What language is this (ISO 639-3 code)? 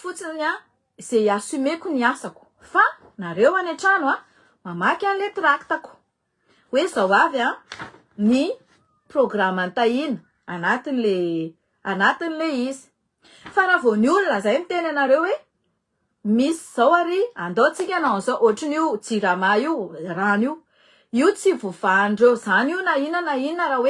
mlg